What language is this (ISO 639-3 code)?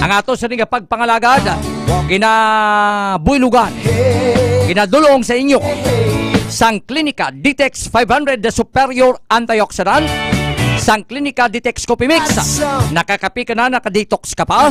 hil